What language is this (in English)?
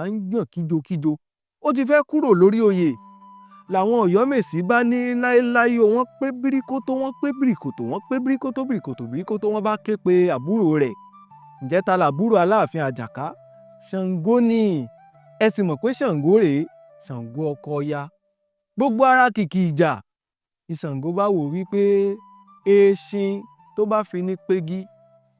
Yoruba